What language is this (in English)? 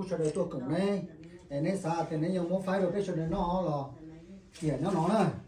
Hmong